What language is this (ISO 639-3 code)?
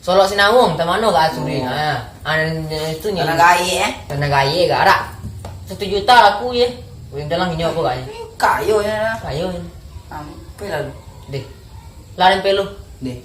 min